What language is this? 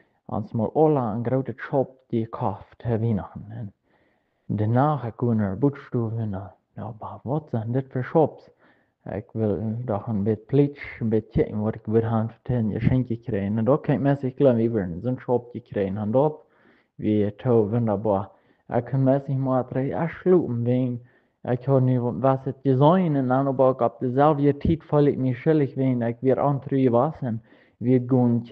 Plautdietsch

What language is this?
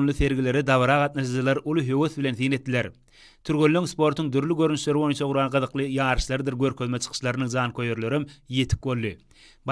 Turkmen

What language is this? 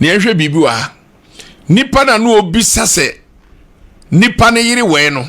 Akan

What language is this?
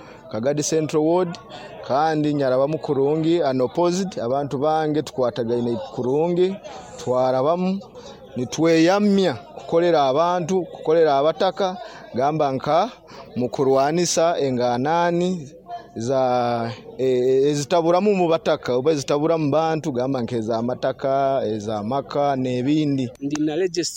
Nyoro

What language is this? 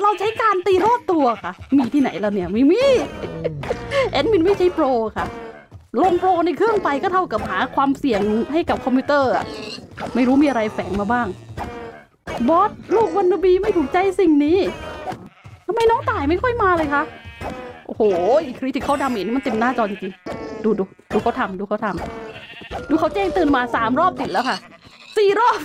Thai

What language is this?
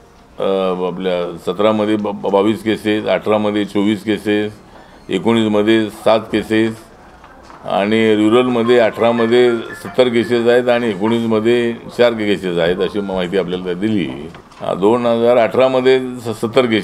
Marathi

